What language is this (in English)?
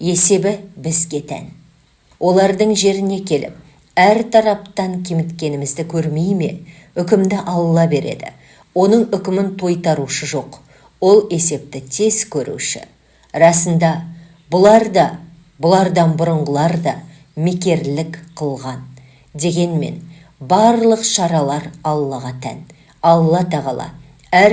Kazakh